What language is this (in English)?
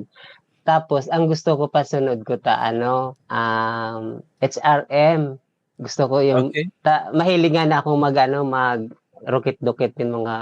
Bikol